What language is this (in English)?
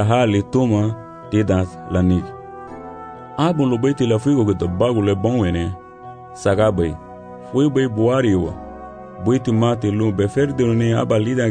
Garifuna